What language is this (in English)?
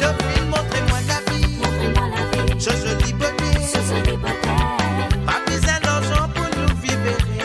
Morisyen